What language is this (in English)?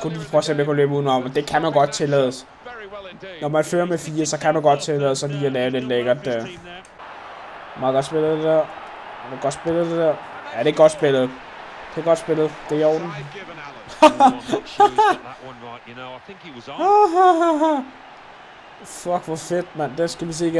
Danish